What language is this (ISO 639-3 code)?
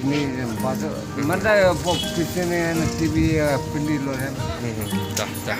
kha